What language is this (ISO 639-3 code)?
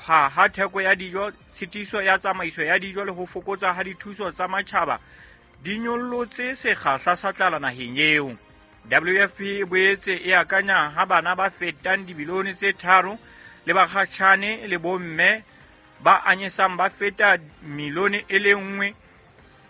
sot